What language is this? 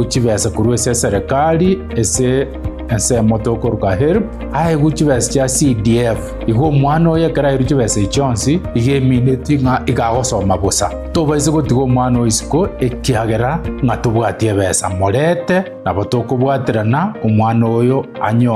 Gusii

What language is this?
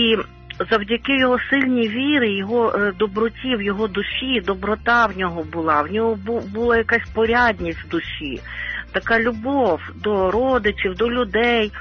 Ukrainian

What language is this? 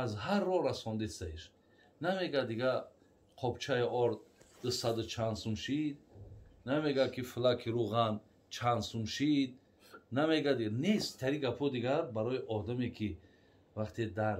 Tajik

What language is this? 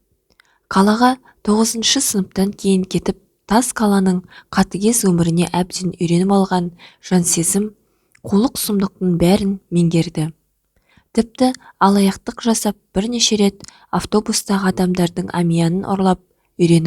Kazakh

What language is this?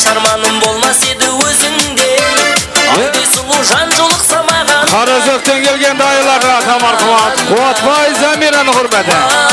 Kara-Kalpak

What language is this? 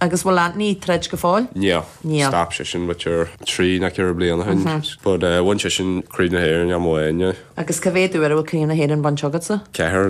Irish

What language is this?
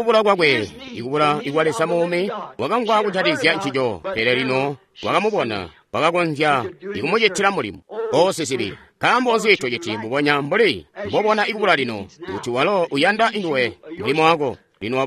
Tonga (Zambia)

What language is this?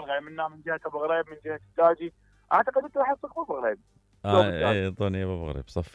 Mesopotamian Arabic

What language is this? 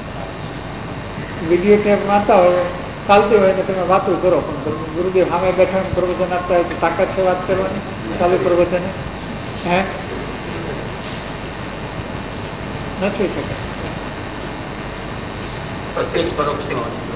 Gujarati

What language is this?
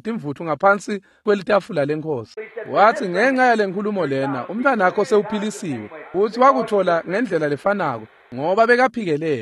Swati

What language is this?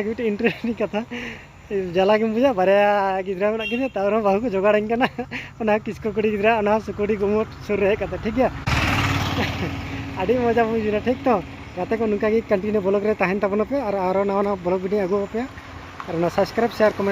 Santali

